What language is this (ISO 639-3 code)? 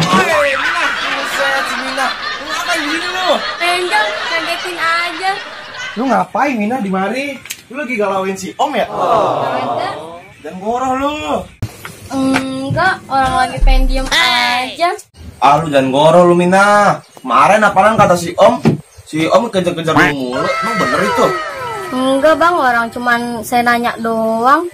bew